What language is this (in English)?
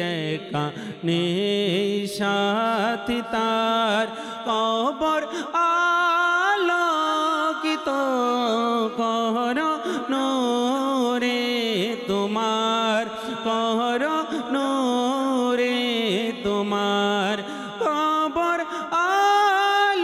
Bangla